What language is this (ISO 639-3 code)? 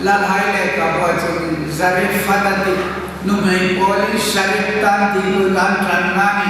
hmr